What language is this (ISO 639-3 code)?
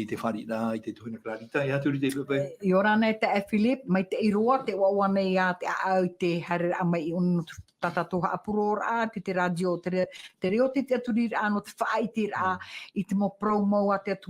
tah